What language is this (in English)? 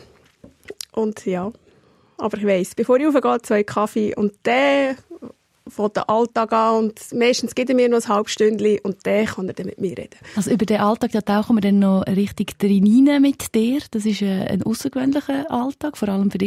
German